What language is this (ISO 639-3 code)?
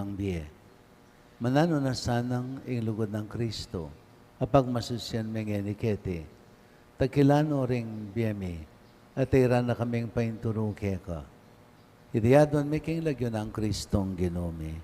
pam